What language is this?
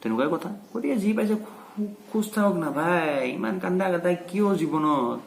Assamese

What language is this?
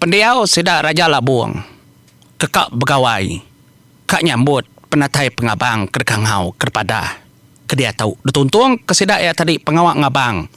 Iban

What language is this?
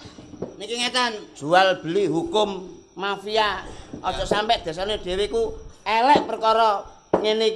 Javanese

